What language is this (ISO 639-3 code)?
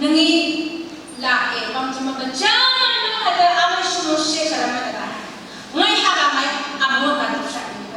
nph